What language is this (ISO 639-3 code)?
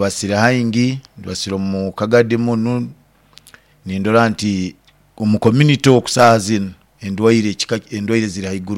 nyo